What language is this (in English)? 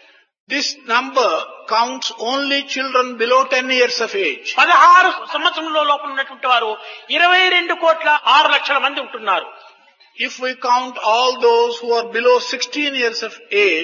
Telugu